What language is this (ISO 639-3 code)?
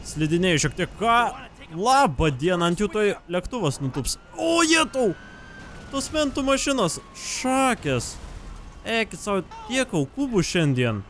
lit